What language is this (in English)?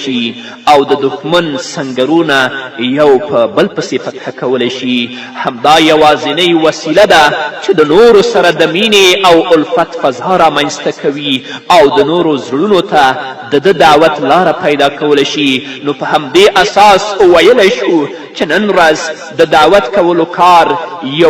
Pashto